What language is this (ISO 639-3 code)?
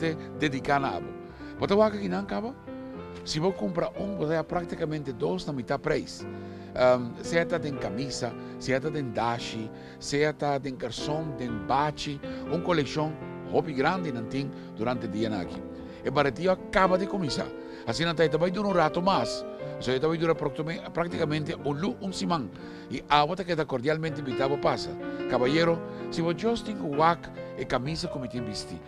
pap